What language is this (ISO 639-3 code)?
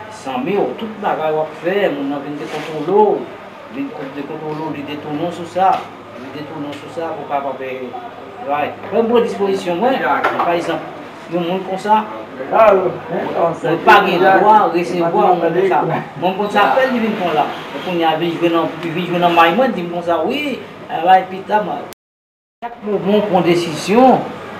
hat